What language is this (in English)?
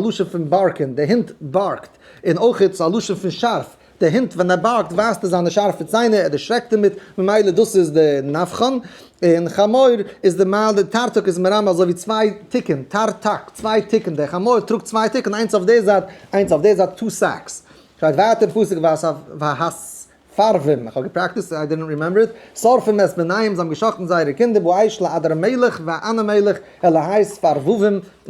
Yiddish